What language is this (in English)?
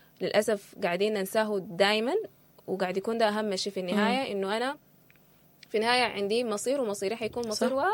Sudanese Arabic